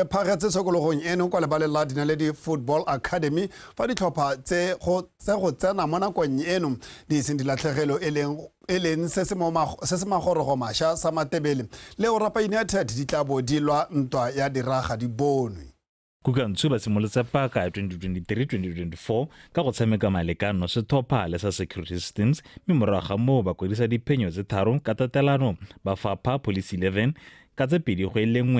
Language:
Tswana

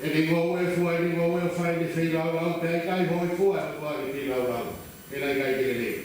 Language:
Tongan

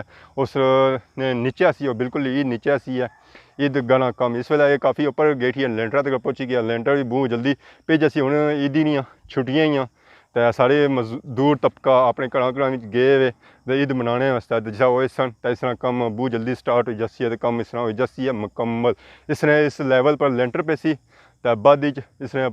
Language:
Pahari-Potwari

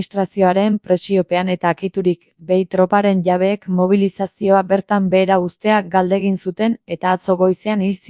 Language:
Basque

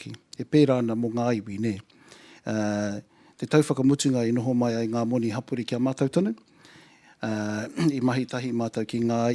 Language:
Māori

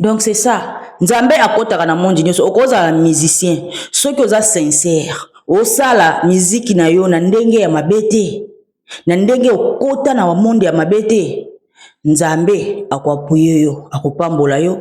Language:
Lingala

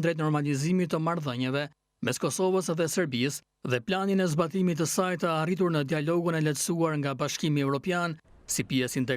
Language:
Albanian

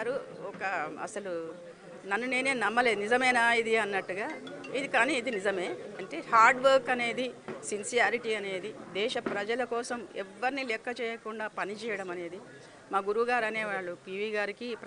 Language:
Telugu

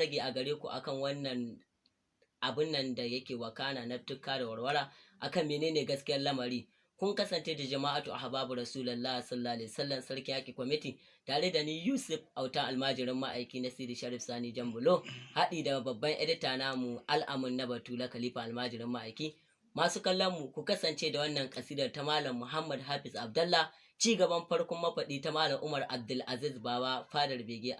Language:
Hausa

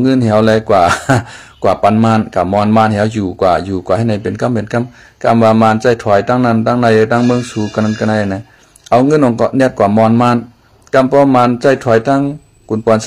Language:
Shan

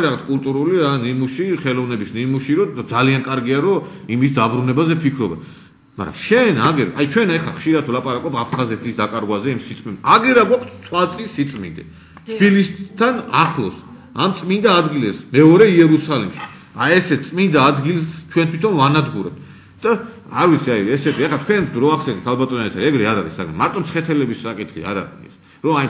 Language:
Georgian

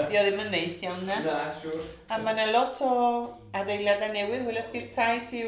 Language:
Welsh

